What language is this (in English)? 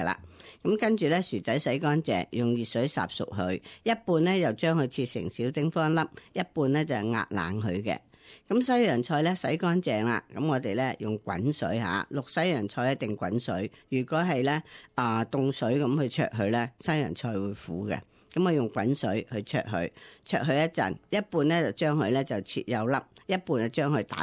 Cantonese